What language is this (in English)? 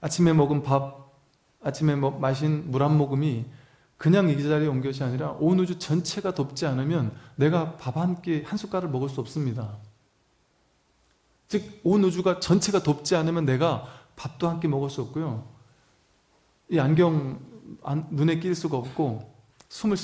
Korean